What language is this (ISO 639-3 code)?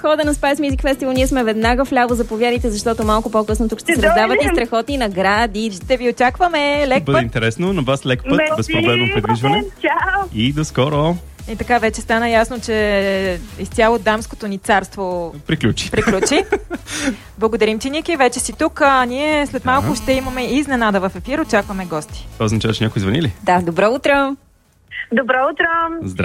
bul